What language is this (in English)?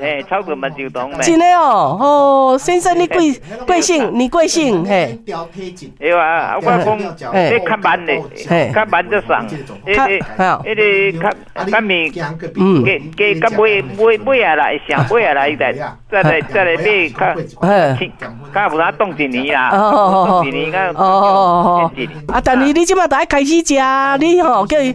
Min Nan Chinese